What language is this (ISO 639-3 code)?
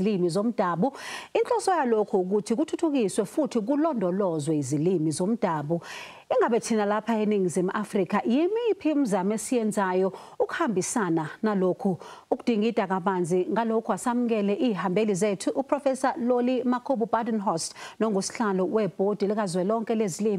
zul